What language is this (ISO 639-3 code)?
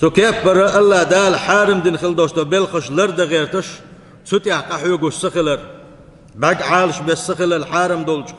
che